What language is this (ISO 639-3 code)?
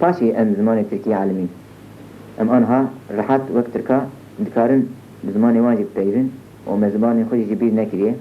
kur